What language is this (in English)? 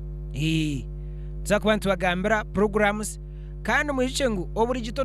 Nyankole